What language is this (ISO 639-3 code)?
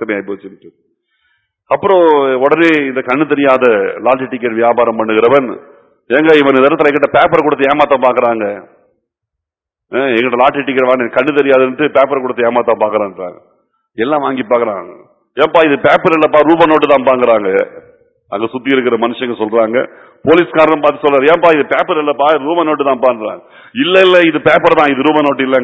tam